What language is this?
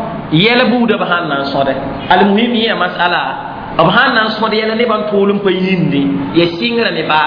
Mossi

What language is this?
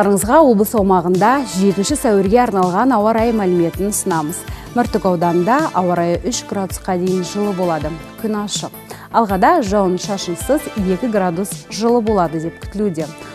Kazakh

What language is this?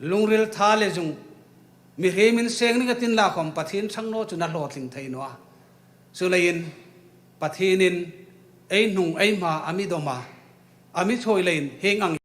Hmar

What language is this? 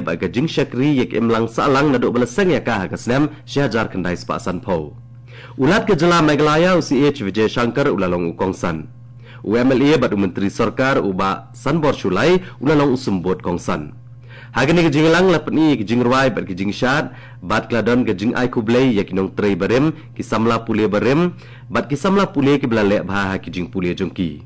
Khasi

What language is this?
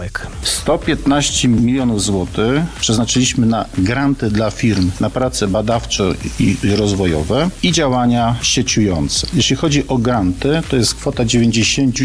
Polish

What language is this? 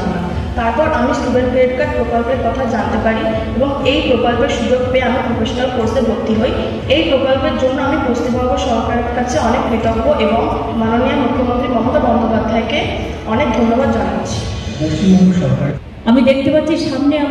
Bangla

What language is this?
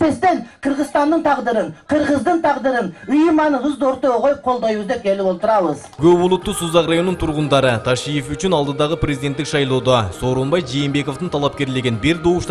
Kyrgyz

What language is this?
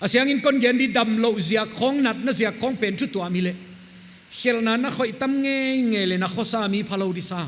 Paite Chin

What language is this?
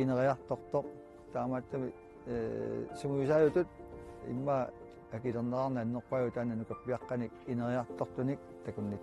Kalaallisut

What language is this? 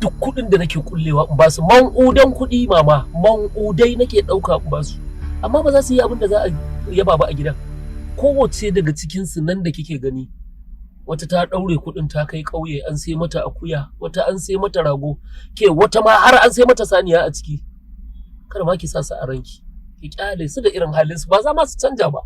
Hausa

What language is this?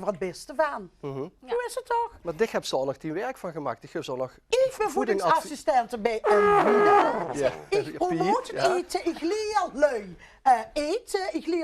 Limburgish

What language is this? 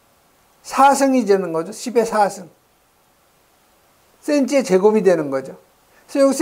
Korean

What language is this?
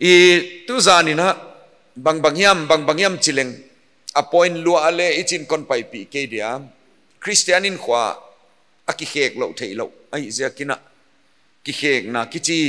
Paite Chin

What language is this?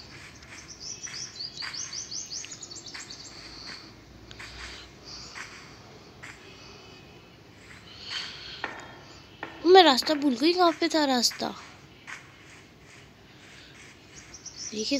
Hindi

